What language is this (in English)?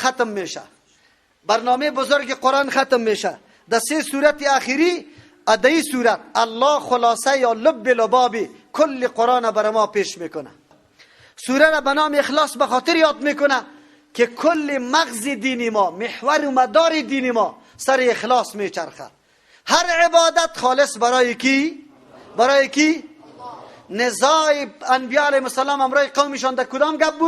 Persian